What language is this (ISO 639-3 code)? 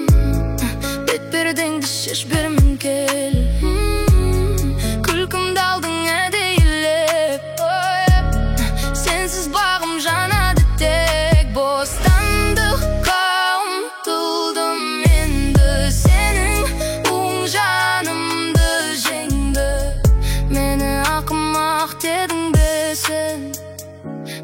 kaz